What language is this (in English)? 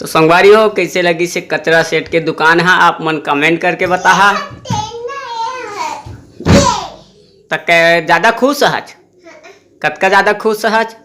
Chhattisgarhi